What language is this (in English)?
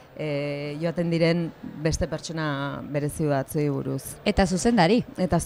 Basque